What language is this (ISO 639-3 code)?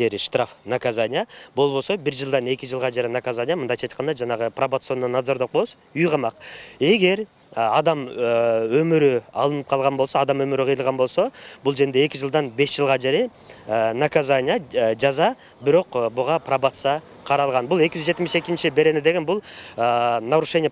kir